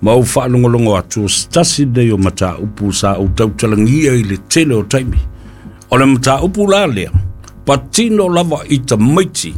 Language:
Samoan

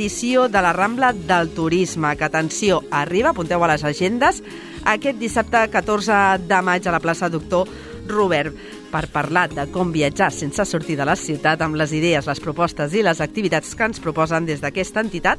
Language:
Catalan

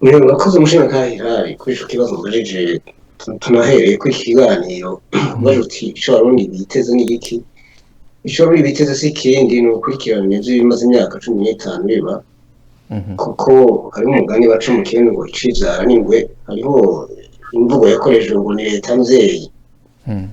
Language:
Rundi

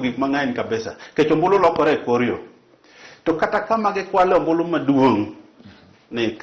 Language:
Luo (Kenya and Tanzania)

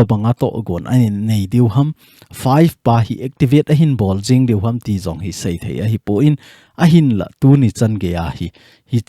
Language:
Thado Chin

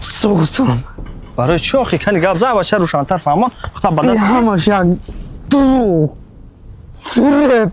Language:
Tajik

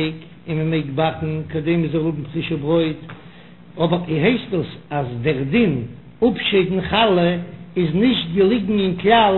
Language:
Yiddish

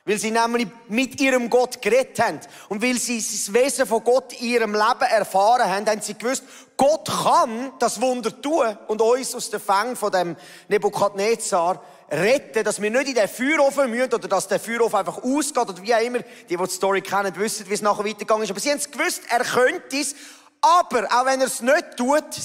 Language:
Swiss German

